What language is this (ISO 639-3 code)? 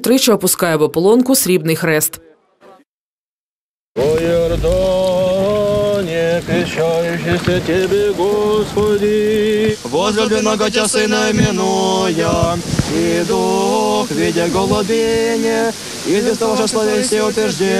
ukr